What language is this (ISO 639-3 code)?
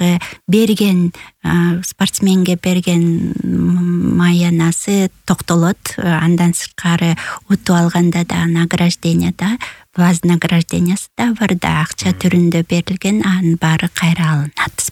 kir